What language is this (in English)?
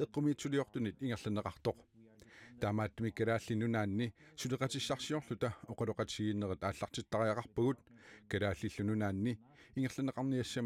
Kalaallisut